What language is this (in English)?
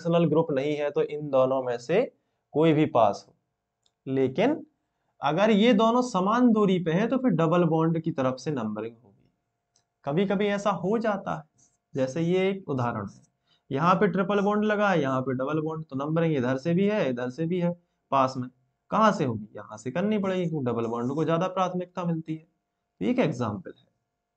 Hindi